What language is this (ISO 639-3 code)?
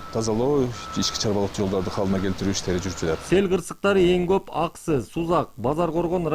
kir